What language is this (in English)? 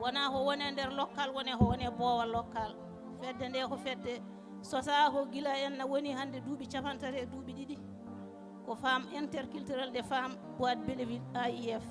Fula